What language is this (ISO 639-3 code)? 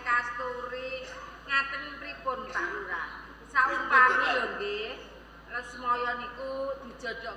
jav